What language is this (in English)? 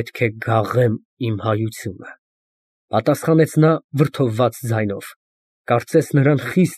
Armenian